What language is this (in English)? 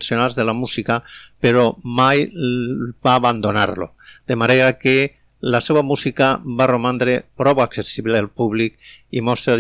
Catalan